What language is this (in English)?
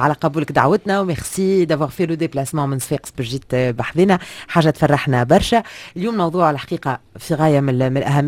Tunisian Arabic